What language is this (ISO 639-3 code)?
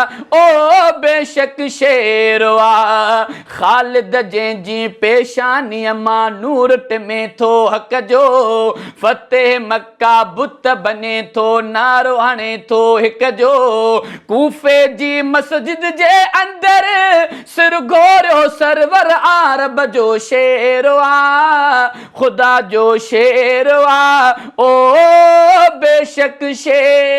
snd